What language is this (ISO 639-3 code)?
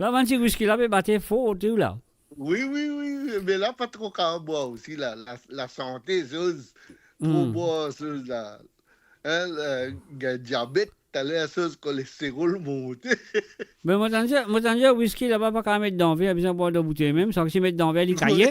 mfe